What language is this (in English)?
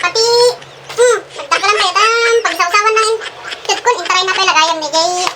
Iloko